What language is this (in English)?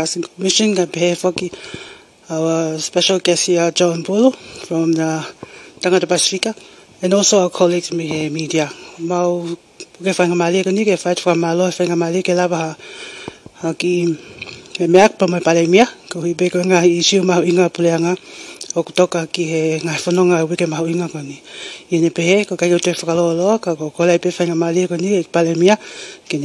Tongan